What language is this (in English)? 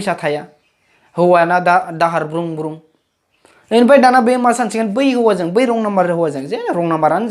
Bodo